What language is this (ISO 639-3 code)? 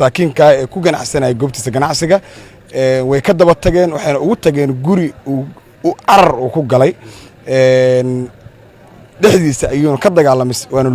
som